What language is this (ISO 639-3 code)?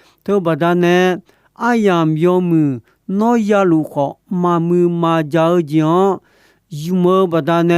ahk